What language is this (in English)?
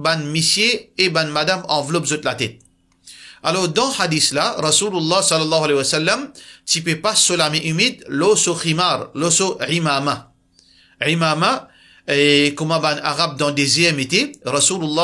Morisyen